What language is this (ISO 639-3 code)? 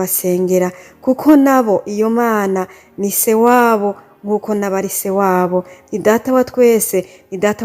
run